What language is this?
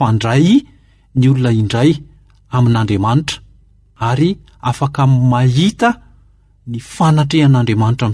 Malagasy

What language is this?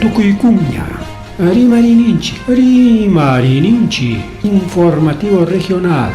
Ayacucho Quechua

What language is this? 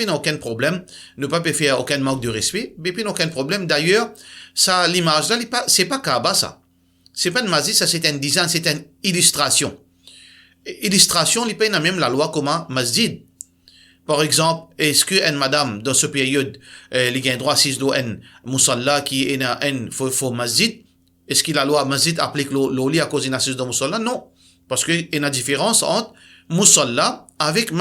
Morisyen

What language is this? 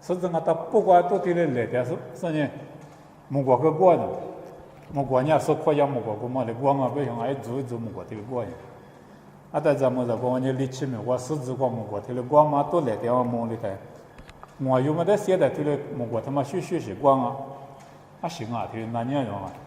Lisu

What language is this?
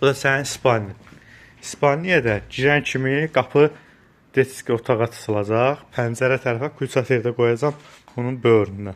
Azerbaijani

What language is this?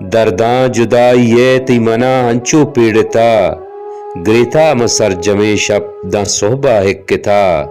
Baluchi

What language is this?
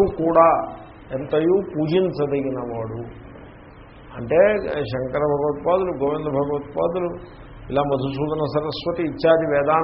Telugu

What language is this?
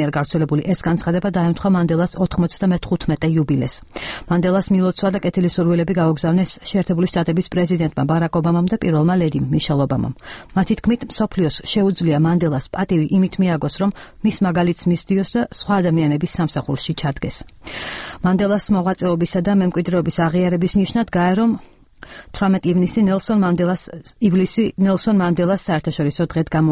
Georgian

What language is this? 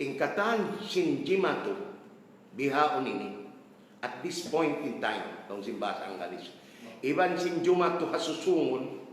Tausug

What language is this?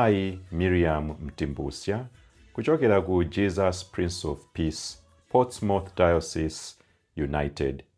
Nyanja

